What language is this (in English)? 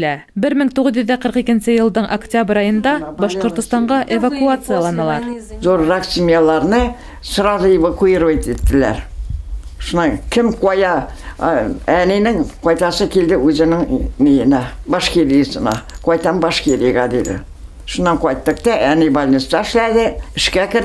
Bashkir